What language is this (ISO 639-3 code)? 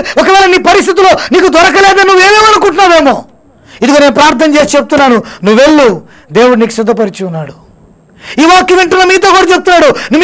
tel